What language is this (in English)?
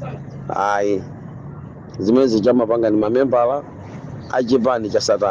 Nyanja